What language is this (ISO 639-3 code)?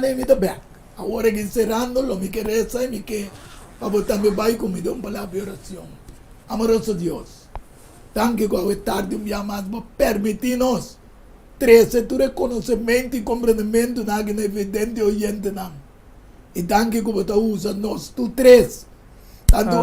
pap